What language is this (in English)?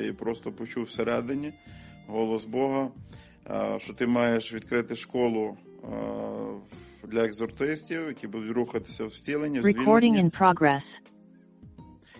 Ukrainian